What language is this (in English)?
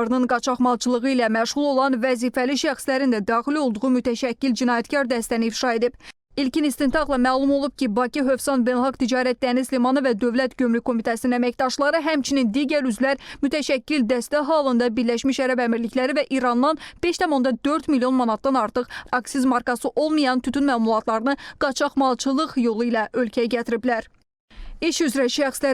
Azerbaijani